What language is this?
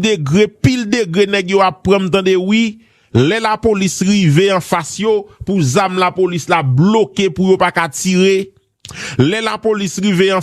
Haitian Creole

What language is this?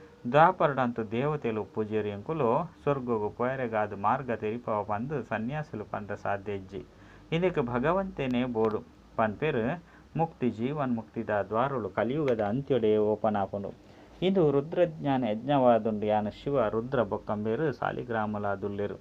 Tulu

